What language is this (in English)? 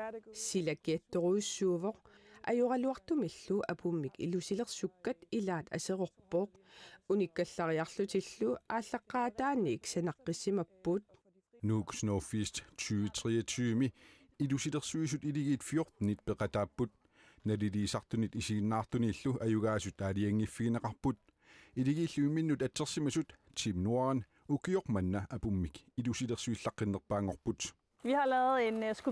Kalaallisut